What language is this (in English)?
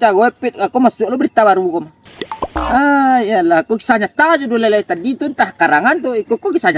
Minangkabau